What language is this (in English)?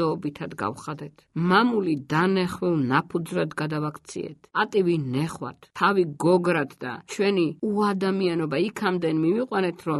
Georgian